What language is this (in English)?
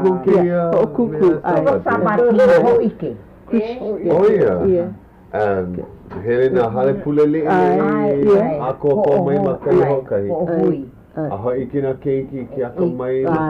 Hawaiian